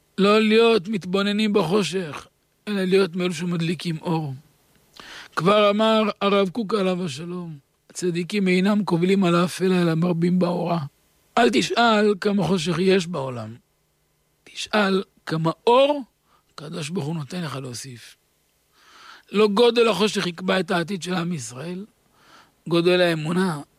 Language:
Hebrew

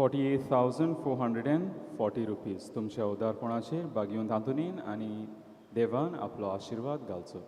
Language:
Konkani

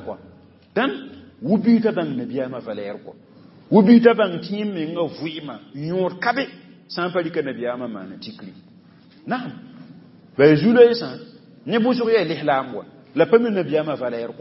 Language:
Mossi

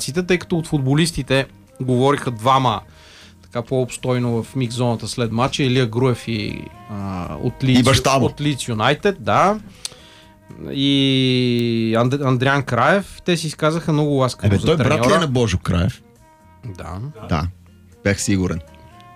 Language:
Bulgarian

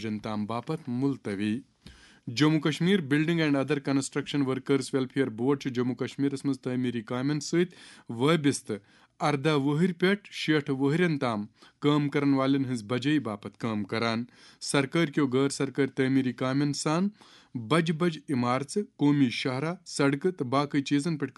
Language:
Kashmiri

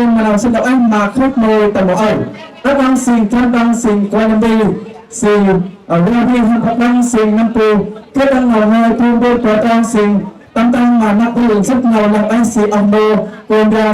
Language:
Central Mnong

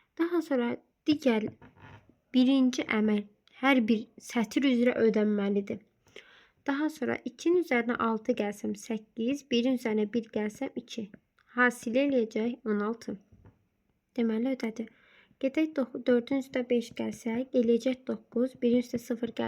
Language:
Azerbaijani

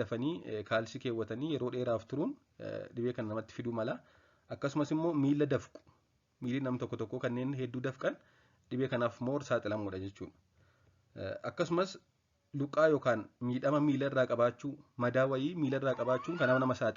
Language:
Oromo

